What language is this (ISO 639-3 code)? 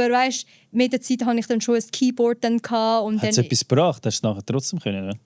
gsw